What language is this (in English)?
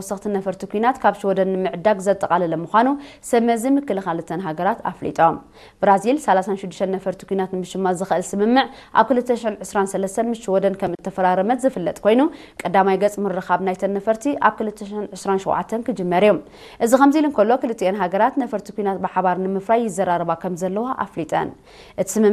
Tigrinya